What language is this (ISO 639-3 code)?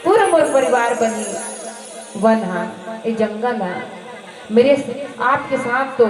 hne